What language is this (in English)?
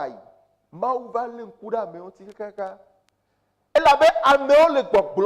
Ewe